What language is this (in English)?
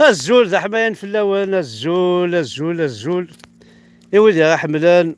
Kabyle